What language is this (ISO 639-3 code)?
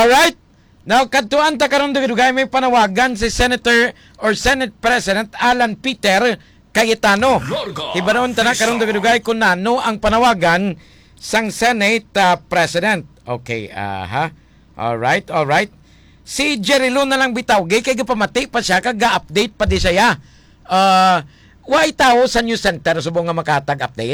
hil